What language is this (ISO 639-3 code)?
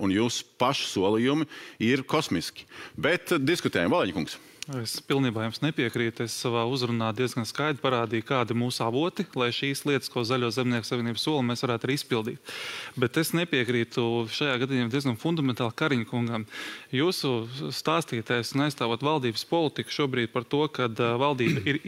lav